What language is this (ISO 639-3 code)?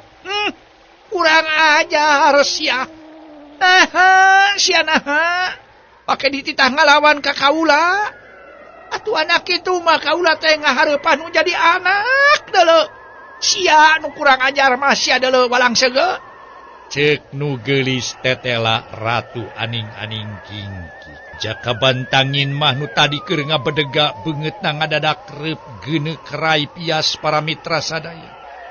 sun